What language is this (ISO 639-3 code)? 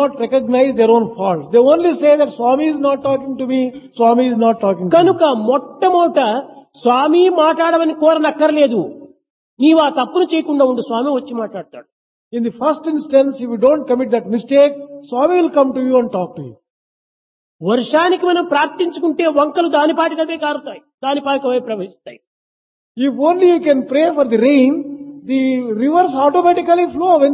tel